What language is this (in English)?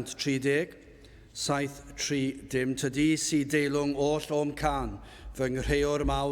Welsh